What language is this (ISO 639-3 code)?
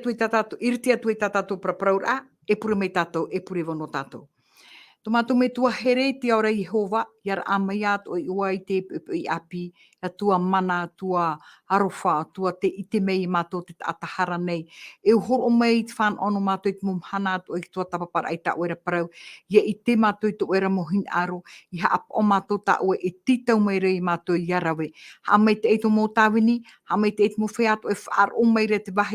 tah